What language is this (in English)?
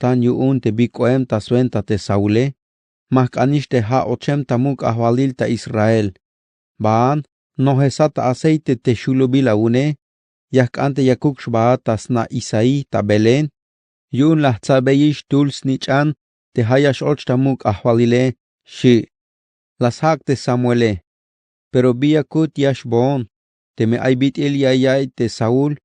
Tzeltal